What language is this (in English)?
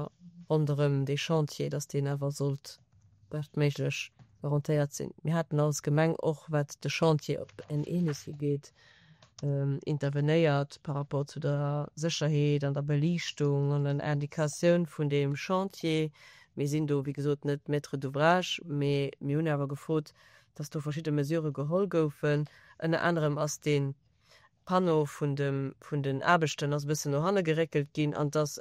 Luxembourgish